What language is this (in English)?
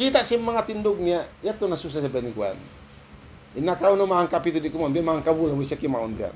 Tausug